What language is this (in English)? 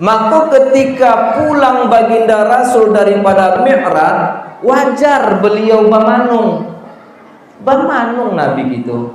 Minangkabau